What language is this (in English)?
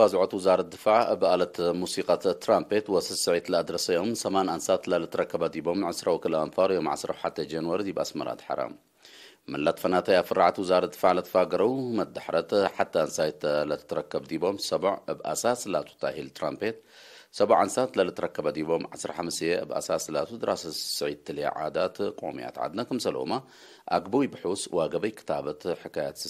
Tigre